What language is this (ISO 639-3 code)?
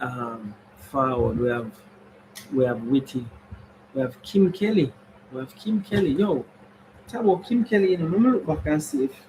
jam